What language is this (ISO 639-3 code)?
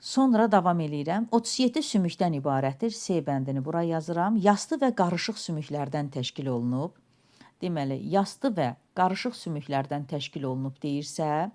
aze